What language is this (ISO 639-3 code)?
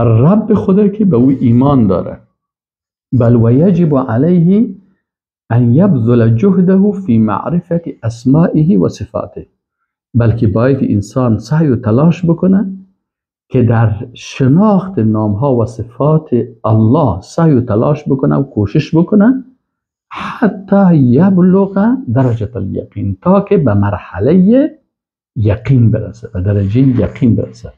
fas